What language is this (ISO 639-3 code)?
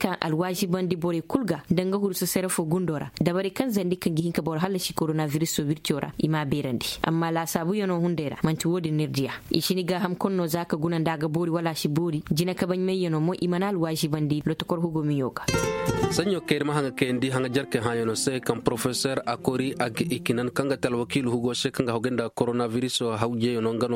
ses